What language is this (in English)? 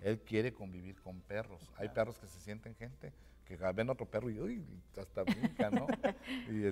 Spanish